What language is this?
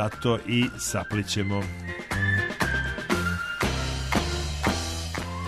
Serbian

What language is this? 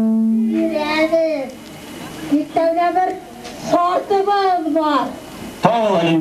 Bashkir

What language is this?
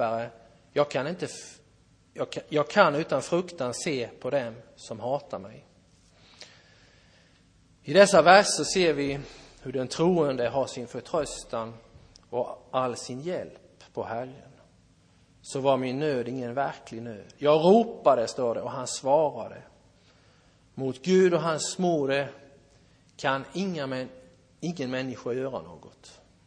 Swedish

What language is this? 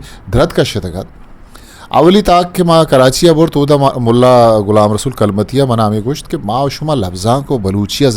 Eastern Balochi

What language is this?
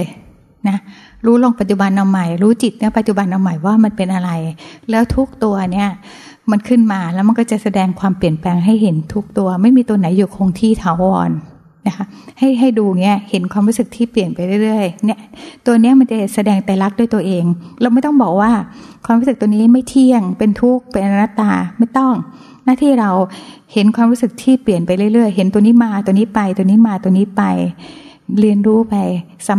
Thai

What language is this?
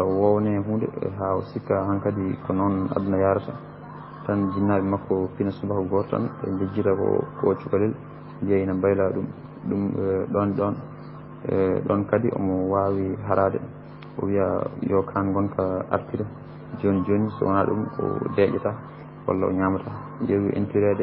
Fula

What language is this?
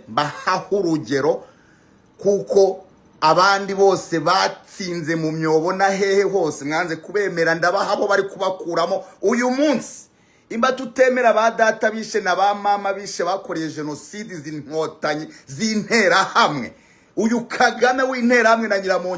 Kinyarwanda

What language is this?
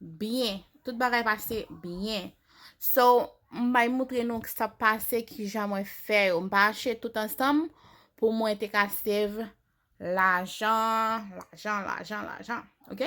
Haitian Creole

